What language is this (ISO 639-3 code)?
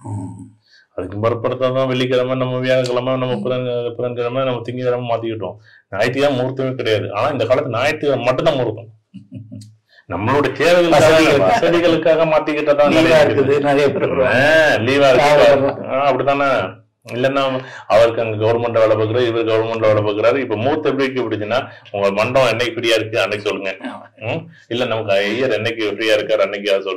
tam